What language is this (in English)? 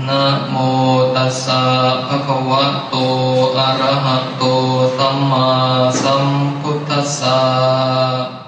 Pali